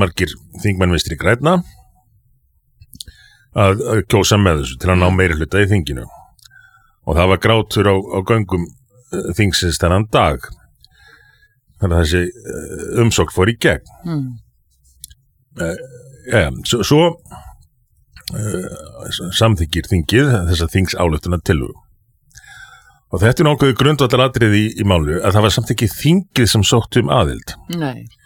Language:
Icelandic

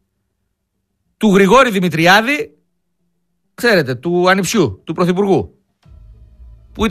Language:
Greek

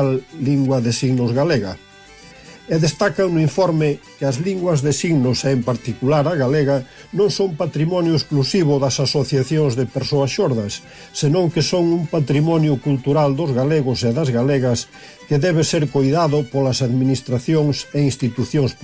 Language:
Galician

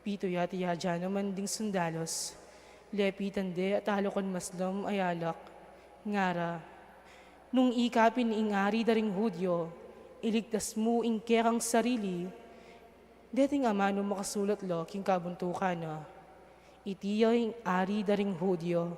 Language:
Pampanga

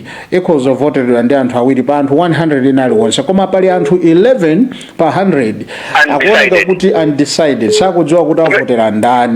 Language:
Nyanja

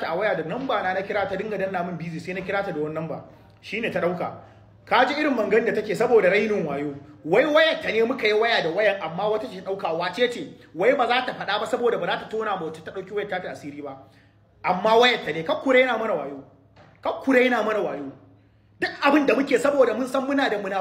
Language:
Hausa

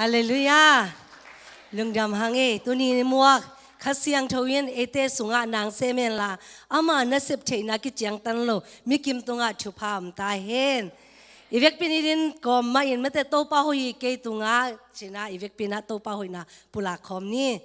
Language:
Tedim Chin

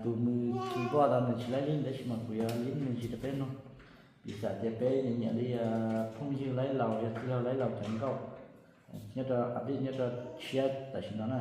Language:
Hmong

